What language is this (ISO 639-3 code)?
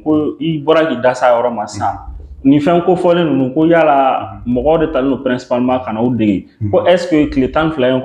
bam